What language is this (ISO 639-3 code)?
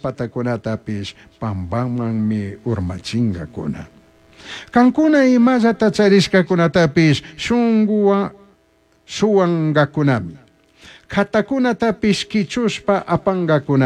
qug